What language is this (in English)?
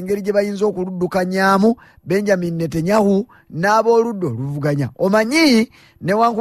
Ganda